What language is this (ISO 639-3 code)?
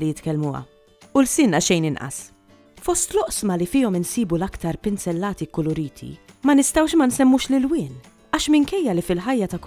mlt